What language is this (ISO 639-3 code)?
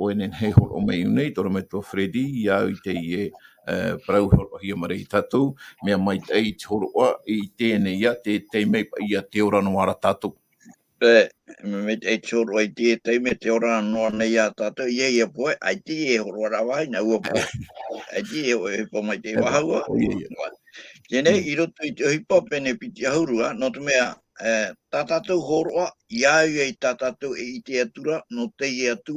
tah